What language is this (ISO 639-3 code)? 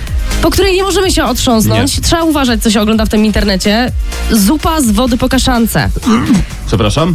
pol